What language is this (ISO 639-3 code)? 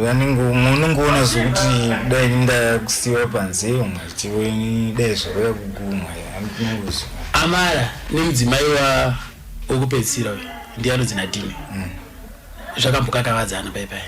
sna